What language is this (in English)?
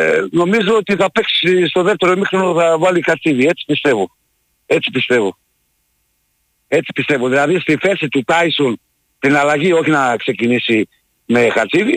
Greek